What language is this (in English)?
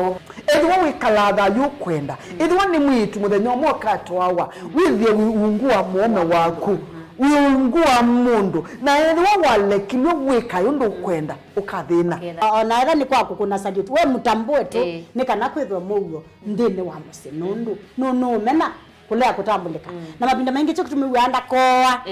Kamba